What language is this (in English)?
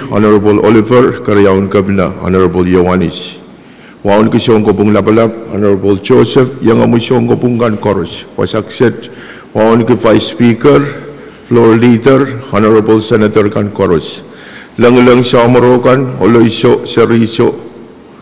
Pohnpeian